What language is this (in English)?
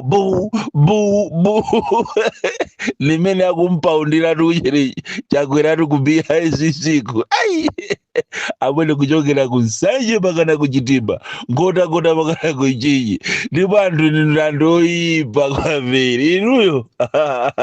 Nyanja